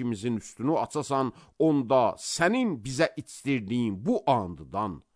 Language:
Azerbaijani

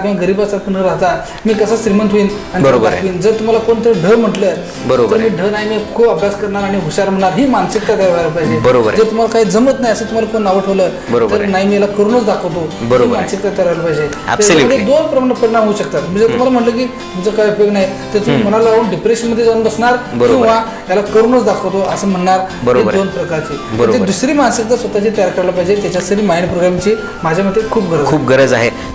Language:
Marathi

